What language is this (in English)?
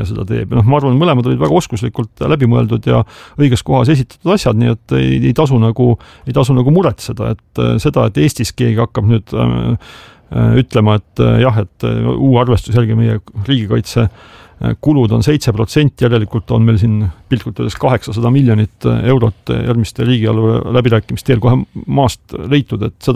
Estonian